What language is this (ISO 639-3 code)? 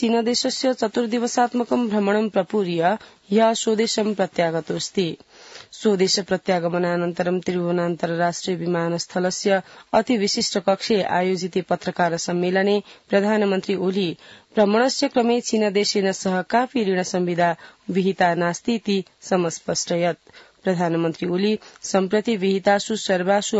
san